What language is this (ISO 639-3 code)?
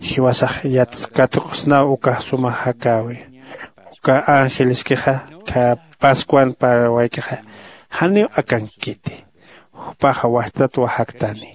aym